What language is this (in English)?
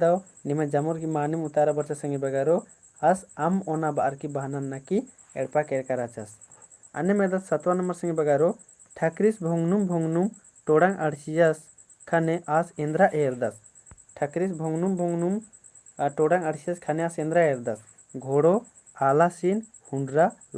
Kurukh